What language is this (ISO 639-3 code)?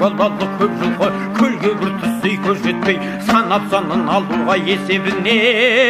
kaz